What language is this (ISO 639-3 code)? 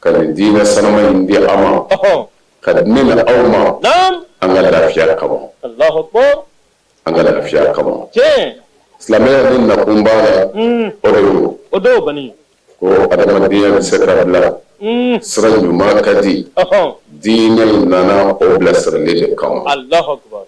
bam